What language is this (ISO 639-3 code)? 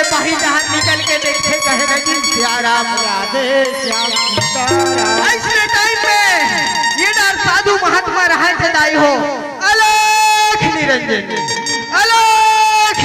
hne